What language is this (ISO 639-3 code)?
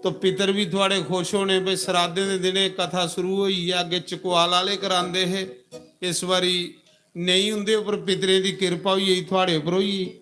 doi